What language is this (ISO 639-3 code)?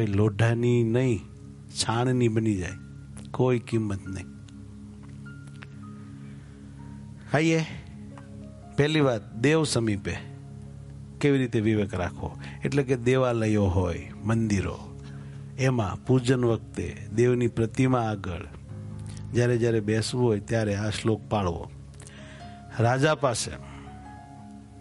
guj